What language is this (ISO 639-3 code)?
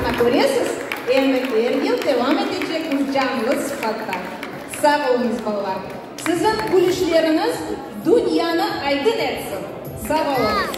crh